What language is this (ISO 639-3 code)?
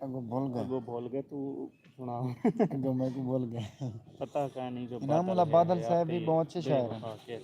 skr